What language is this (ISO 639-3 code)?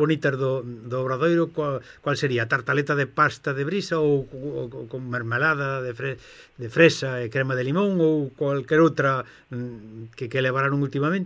glg